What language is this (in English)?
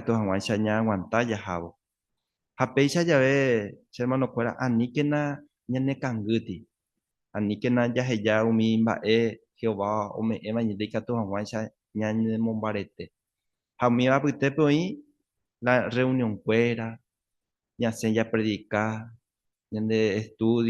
Guarani